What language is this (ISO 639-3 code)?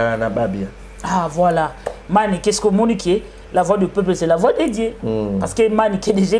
lin